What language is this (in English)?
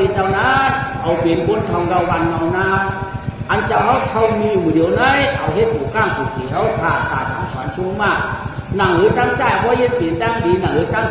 Shan